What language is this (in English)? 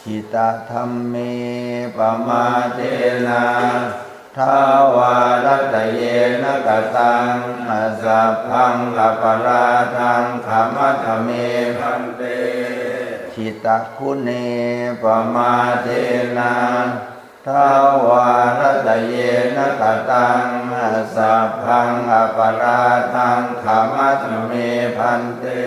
Pali